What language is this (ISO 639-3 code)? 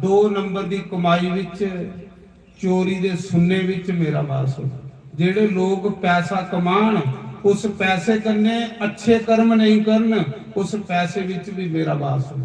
doi